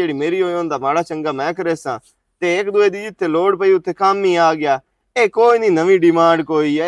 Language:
Western Panjabi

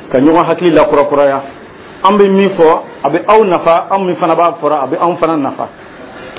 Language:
Dyula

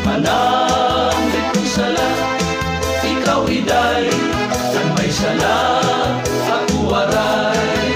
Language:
Waray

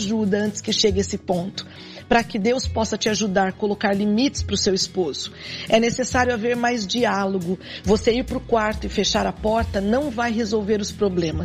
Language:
Portuguese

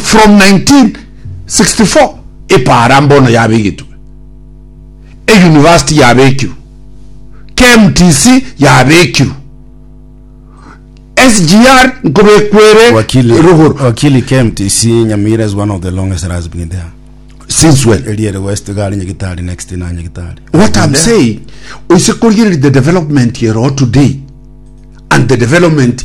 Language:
Gusii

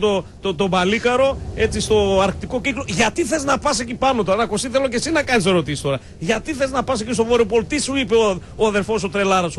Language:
Greek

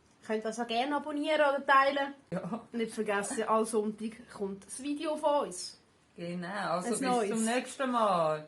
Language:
Swiss German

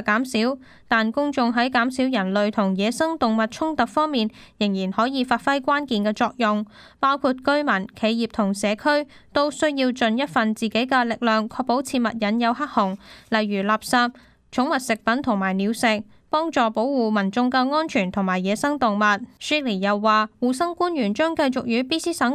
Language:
Cantonese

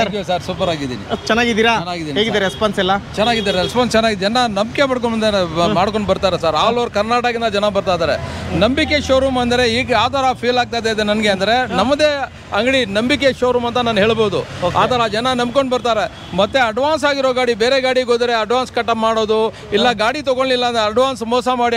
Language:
Kannada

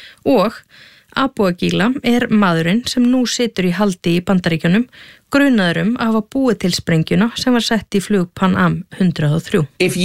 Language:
Icelandic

